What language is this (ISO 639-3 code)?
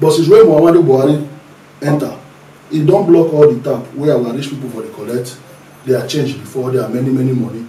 pcm